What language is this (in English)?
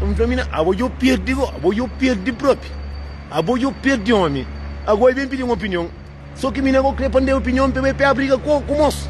Kabuverdianu